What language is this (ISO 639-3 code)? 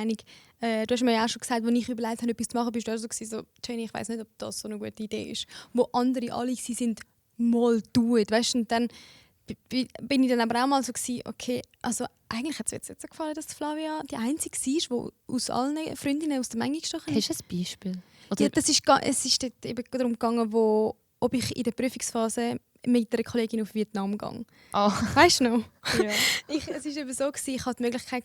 gsw